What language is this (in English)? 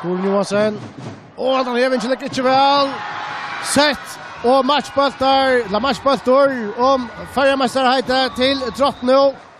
Faroese